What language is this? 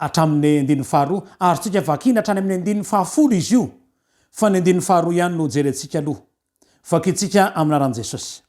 Malagasy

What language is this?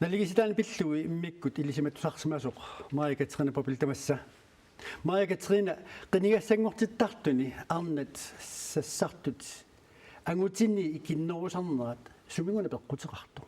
Kalaallisut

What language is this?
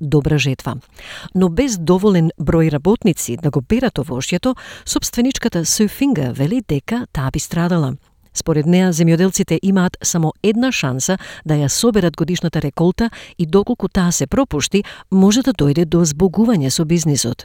Macedonian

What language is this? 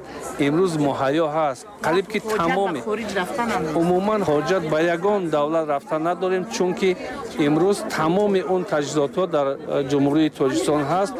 Tajik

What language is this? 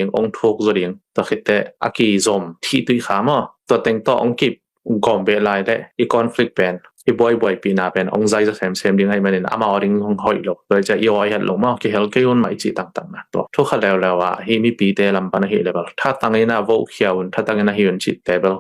Tedim Chin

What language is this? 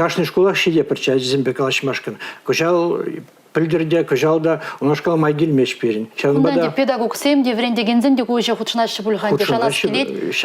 Chuvash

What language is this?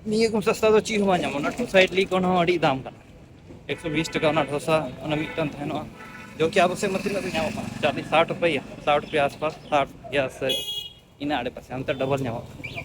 Santali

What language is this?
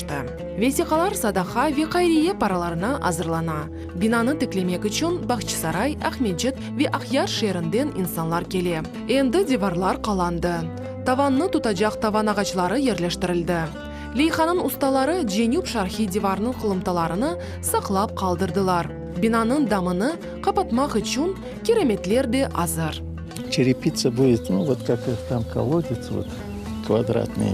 Crimean Tatar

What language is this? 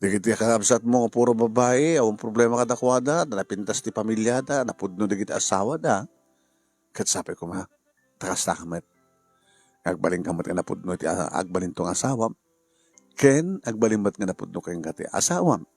Iloko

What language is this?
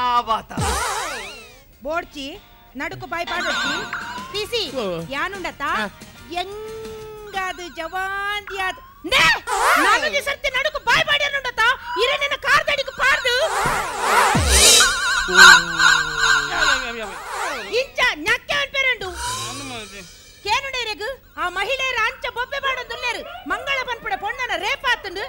Tulu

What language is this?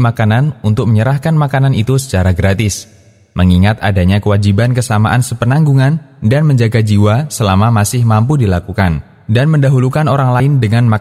Indonesian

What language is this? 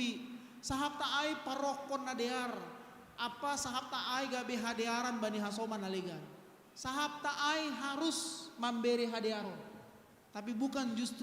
Batak Simalungun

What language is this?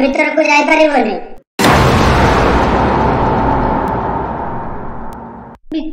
Odia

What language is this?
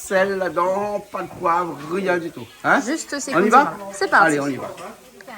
Réunion Creole French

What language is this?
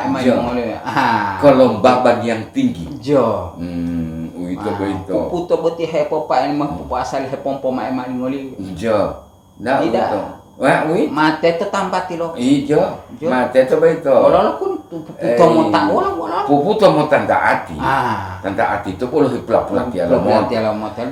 Gorontalo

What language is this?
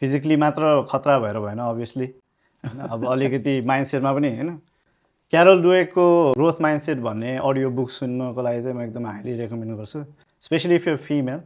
Nepali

